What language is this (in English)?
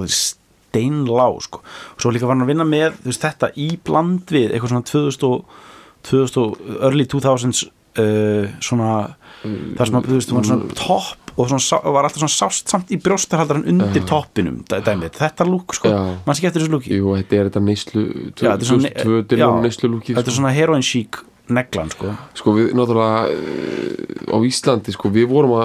Icelandic